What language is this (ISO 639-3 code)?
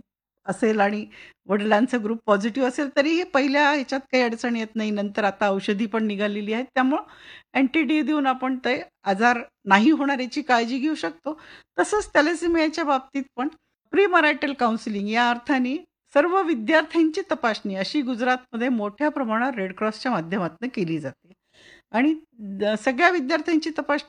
mar